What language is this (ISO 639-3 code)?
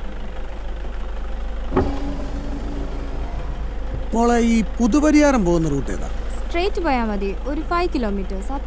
mal